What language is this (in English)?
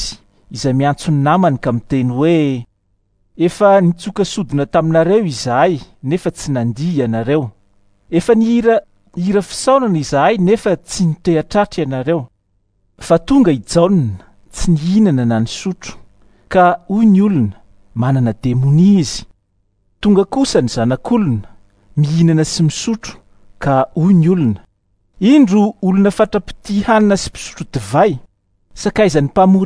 Malagasy